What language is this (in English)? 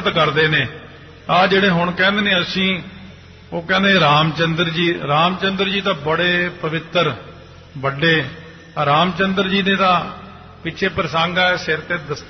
Punjabi